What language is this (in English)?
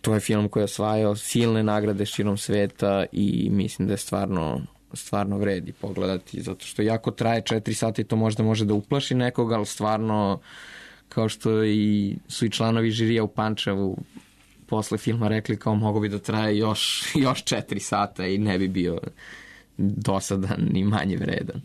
Serbian